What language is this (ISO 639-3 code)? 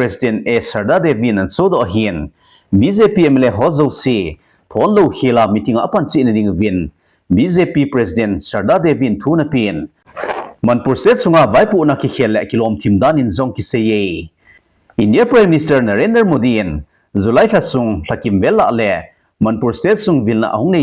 tcz